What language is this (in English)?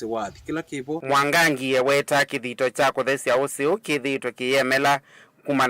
Kamba